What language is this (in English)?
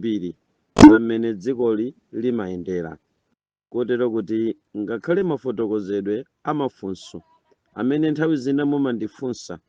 Nyanja